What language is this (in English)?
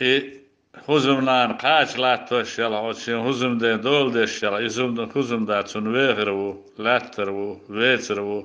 Chechen